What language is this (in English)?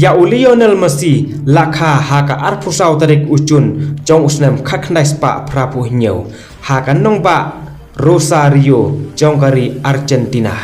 Khasi